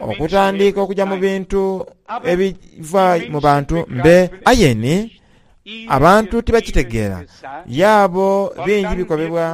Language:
Soga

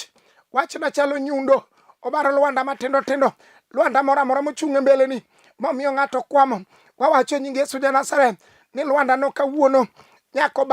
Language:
Luo (Kenya and Tanzania)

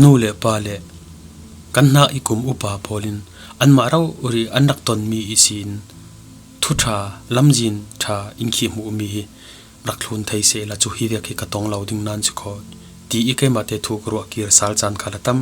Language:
Falam Chin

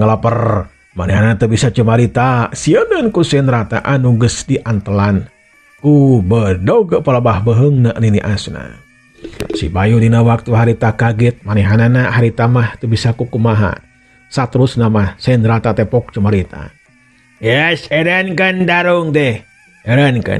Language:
Sundanese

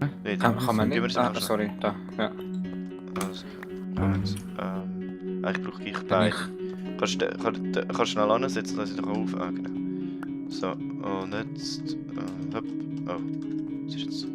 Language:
Swiss German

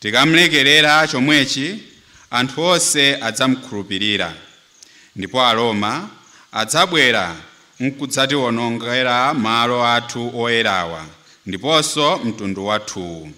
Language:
Nyanja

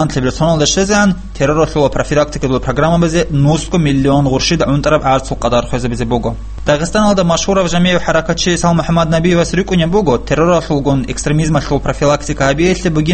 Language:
Avaric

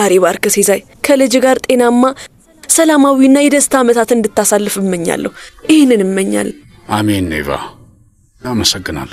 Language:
Amharic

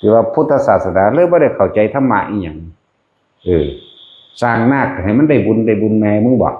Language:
Northeastern Thai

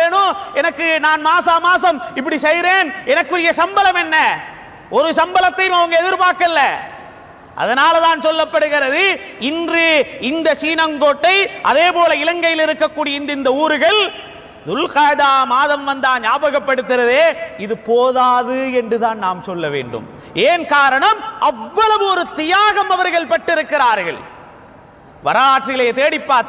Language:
Tamil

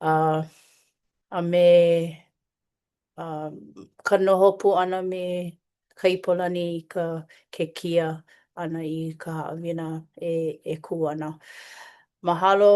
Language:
Hawaiian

